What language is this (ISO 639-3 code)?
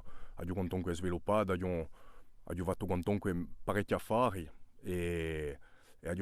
cos